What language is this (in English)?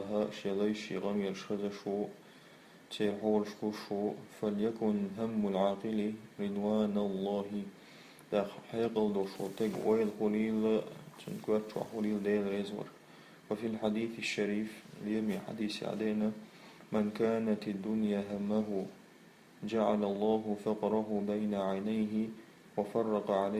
Chechen